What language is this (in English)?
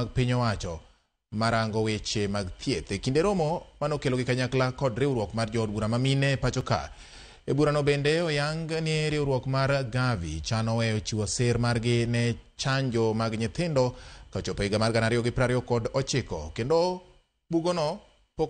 Luo (Kenya and Tanzania)